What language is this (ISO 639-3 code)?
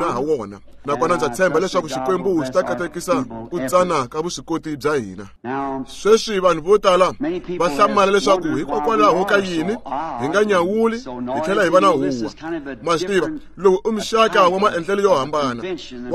tso